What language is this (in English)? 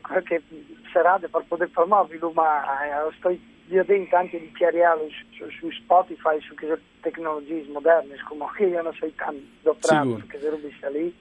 Friulian